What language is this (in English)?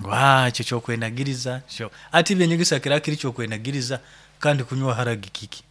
Nyoro